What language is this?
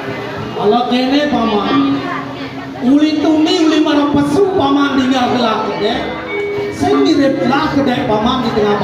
Balinese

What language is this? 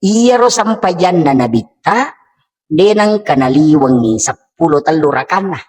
Buginese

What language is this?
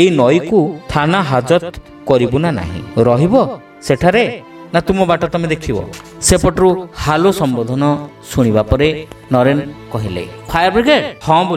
Odia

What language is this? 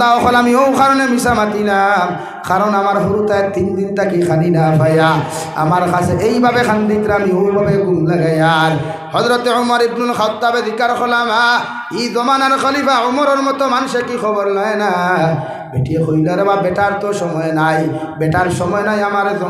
Sylheti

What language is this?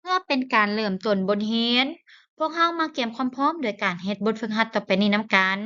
Lao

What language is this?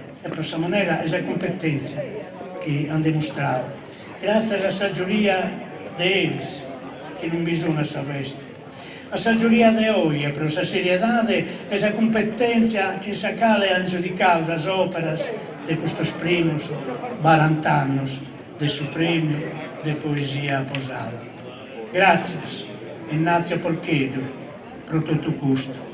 Sardinian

